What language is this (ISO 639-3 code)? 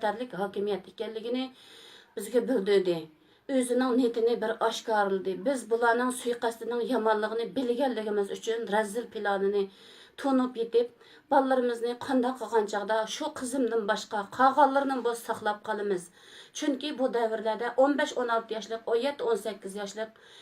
uig